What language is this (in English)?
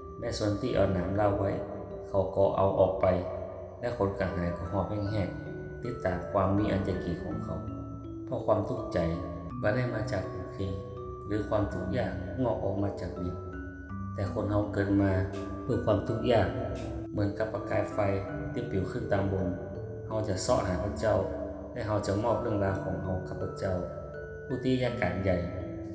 Northern Thai